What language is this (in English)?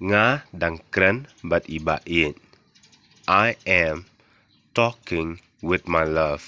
Khasi